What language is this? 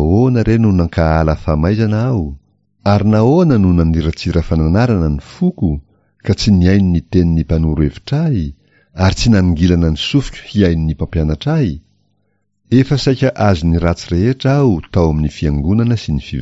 Malagasy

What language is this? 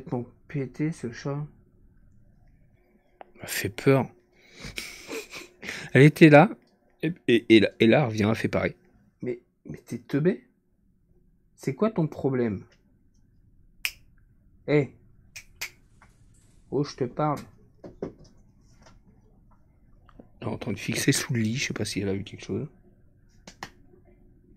French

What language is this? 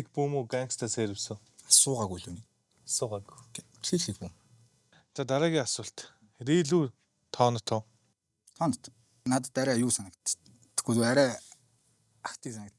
Mongolian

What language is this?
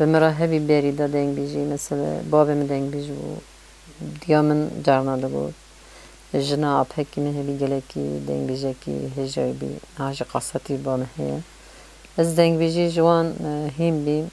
Kurdish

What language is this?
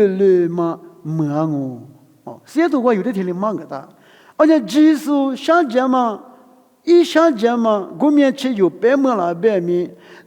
Lisu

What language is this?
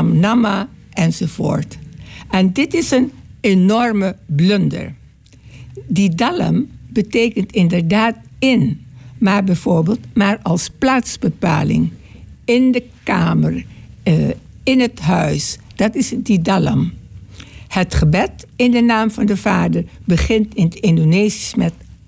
Dutch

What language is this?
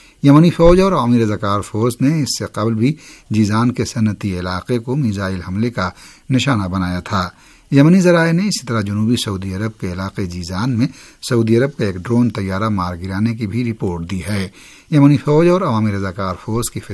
Urdu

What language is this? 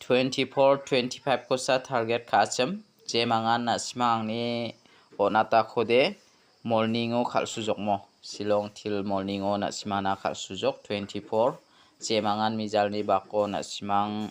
Garo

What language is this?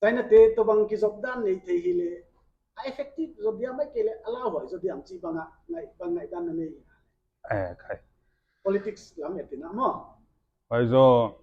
Paite Chin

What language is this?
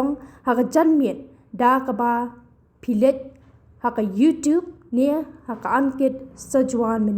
Khasi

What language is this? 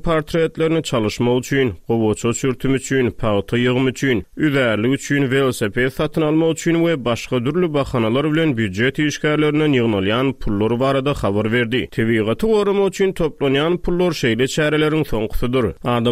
Turkmen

